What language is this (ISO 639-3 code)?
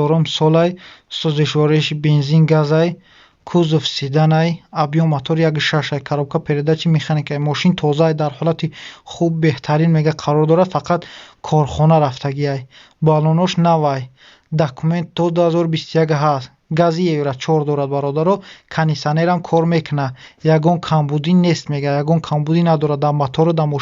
tgk